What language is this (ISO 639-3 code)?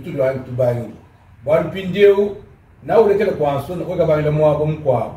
lua